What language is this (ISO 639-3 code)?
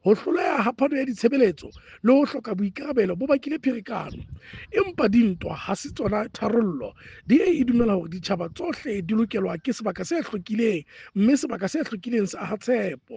sot